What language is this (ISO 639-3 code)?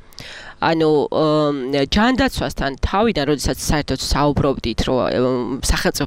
kat